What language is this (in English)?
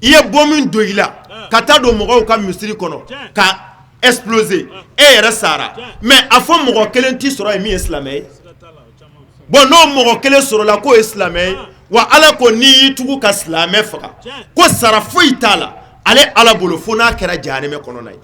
Bambara